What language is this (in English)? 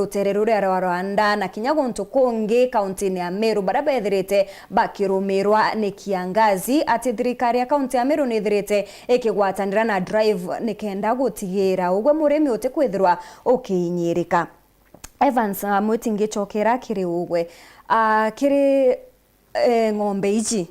Meru